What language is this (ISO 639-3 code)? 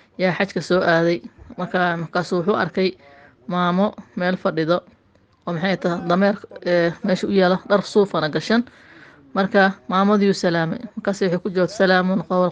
som